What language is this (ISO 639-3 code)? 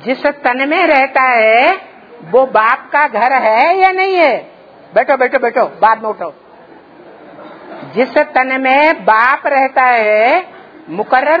hin